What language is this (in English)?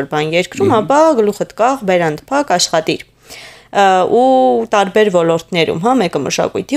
Armenian